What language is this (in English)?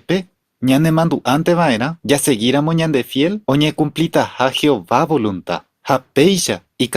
Guarani